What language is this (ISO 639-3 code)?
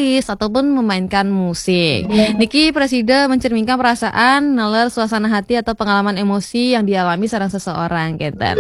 ban